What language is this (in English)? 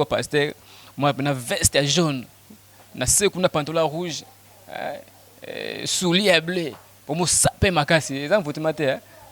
Lingala